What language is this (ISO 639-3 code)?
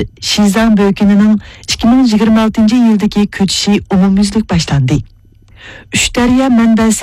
uig